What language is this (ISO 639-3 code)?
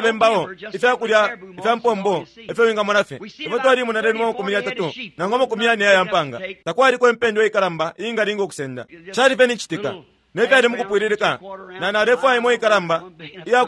bem